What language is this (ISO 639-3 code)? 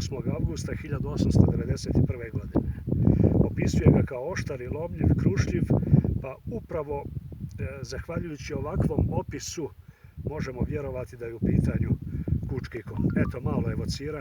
bos